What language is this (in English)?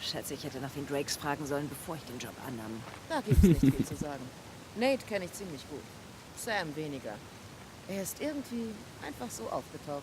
Swiss German